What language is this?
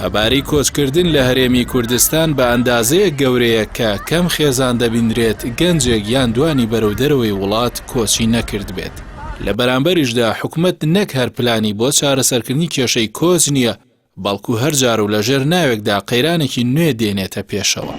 Central Kurdish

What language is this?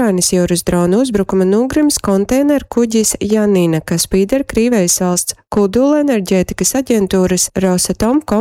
Latgalian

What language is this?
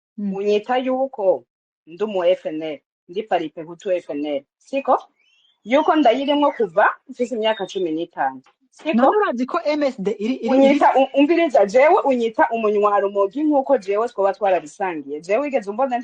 Rundi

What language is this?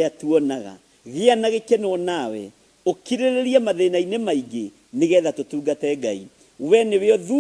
Kikuyu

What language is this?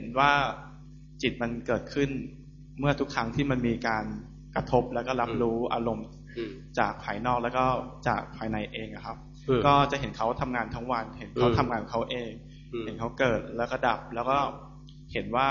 Thai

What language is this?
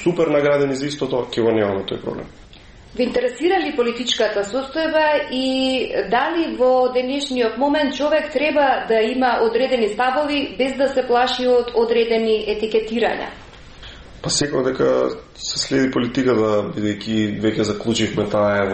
Macedonian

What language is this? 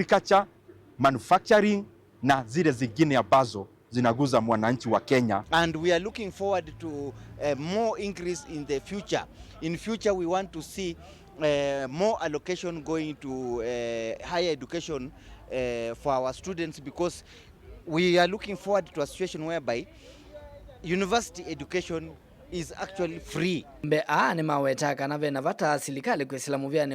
Kamba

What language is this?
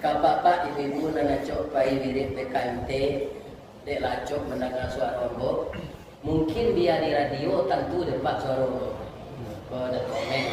Minangkabau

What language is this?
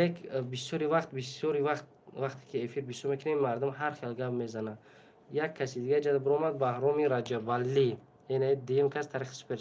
Tajik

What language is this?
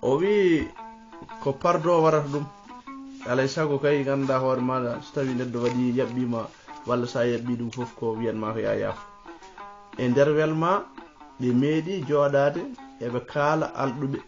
Fula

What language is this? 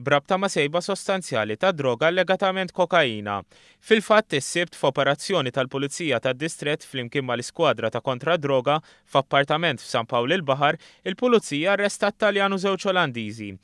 Maltese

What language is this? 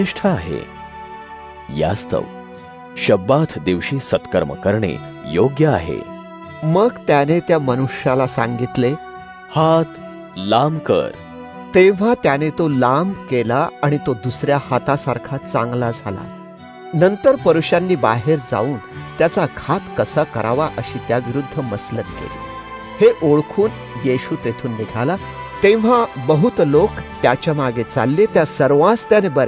Marathi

